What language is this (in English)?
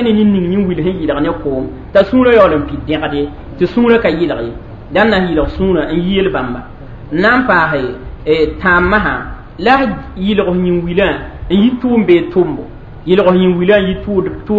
Mossi